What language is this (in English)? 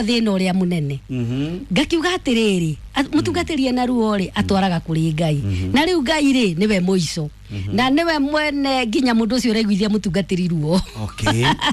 Kikuyu